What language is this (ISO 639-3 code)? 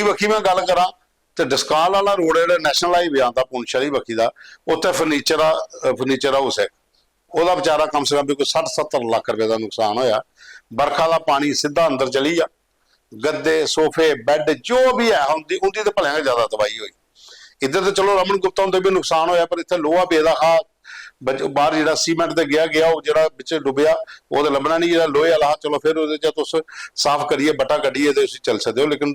doi